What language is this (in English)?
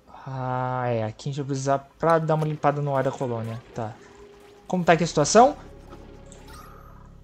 Portuguese